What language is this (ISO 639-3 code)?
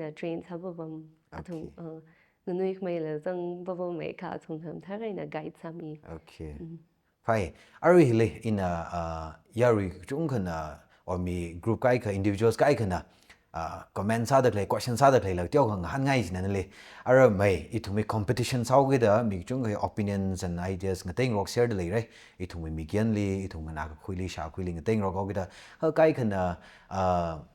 nmf